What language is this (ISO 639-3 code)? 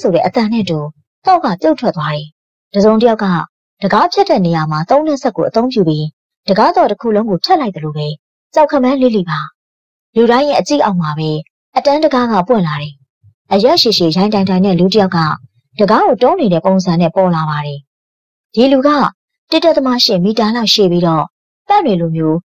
mya